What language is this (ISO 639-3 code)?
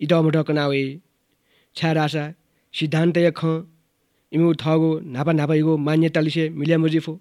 new